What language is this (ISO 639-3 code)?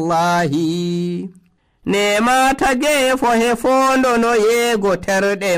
fuv